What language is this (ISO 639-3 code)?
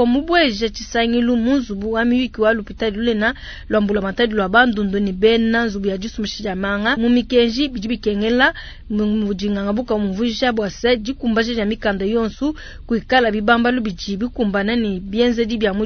lua